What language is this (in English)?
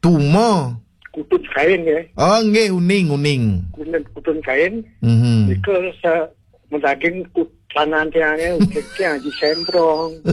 Balinese